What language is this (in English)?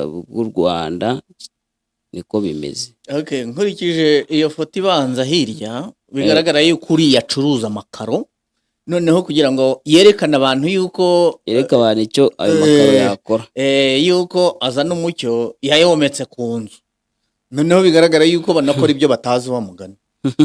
Kinyarwanda